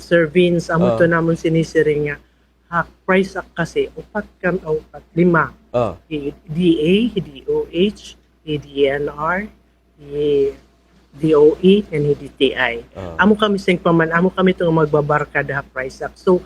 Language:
Waray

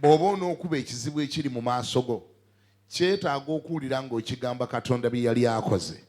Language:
Ganda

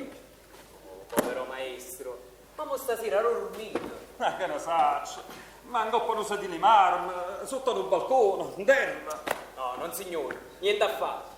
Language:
Neapolitan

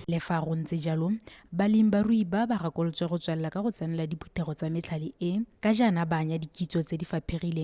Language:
Tswana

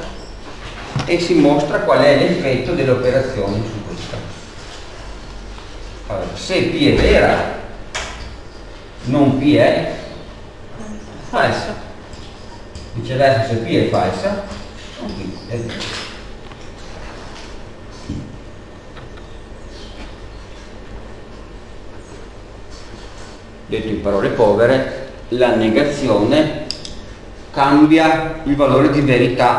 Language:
Italian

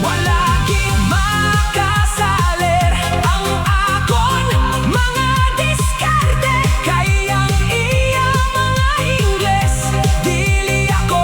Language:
Hiligaynon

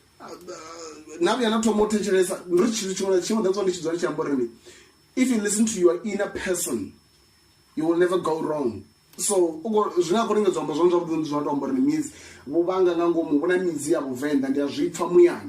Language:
Venda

